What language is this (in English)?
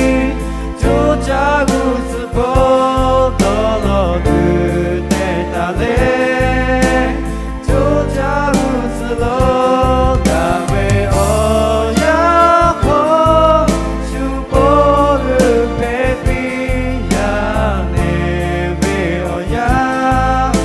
Lahu